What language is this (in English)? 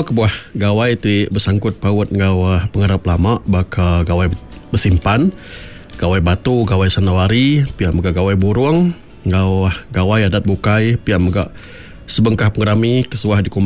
Iban